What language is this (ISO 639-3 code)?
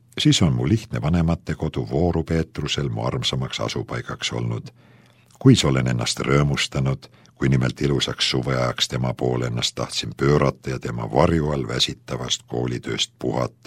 est